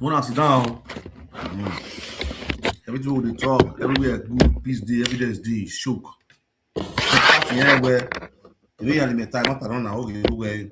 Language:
Nigerian Pidgin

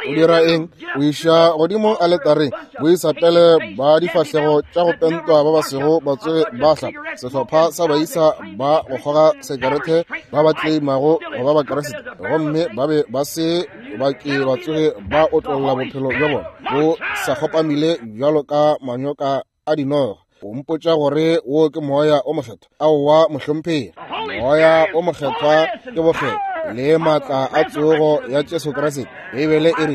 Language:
Northern Sotho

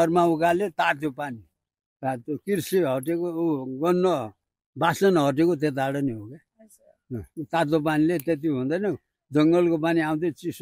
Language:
Nepali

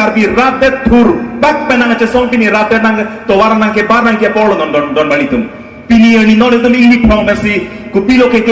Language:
Karbi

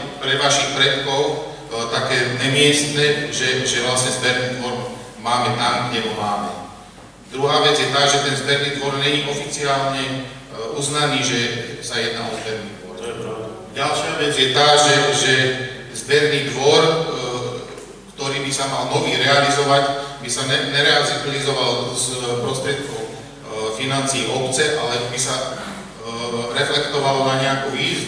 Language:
Slovak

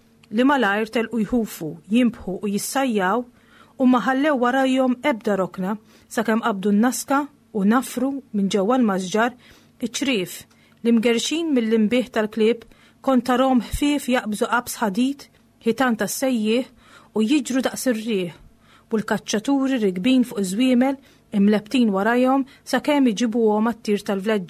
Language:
Maltese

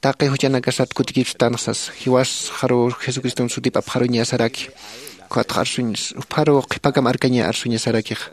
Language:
Aymara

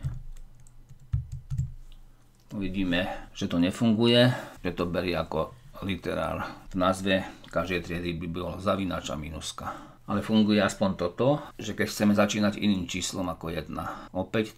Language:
Slovak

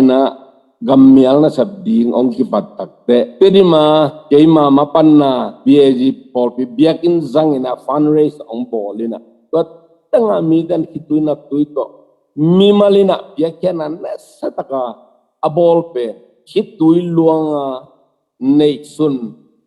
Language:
Tedim Chin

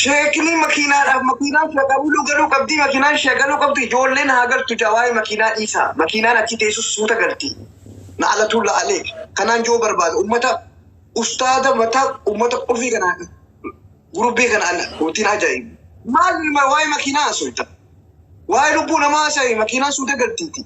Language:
Oromo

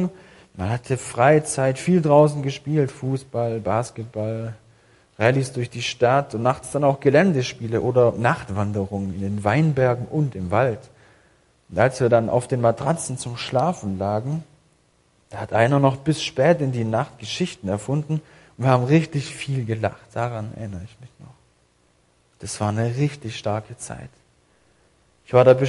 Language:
German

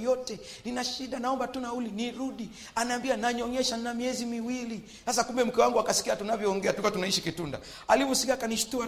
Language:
Swahili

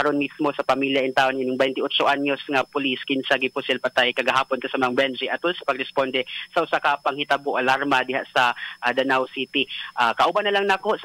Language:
Cebuano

